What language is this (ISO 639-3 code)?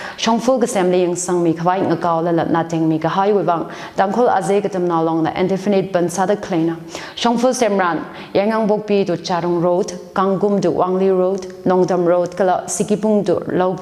nmf